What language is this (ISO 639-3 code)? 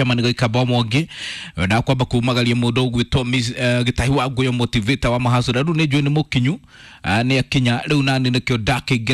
kik